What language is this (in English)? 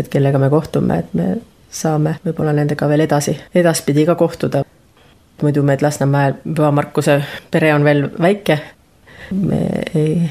Estonian